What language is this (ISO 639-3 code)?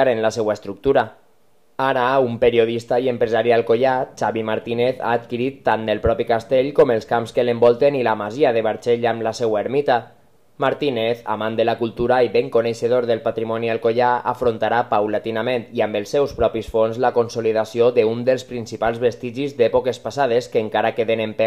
cat